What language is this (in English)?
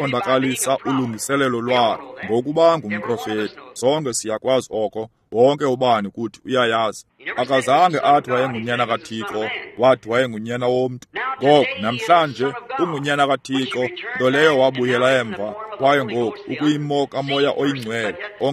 Xhosa